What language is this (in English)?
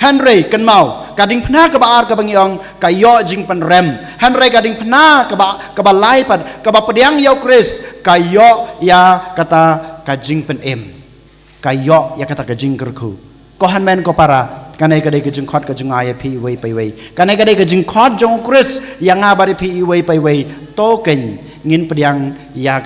Khasi